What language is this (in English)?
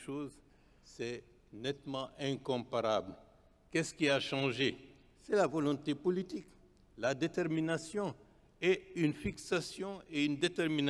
French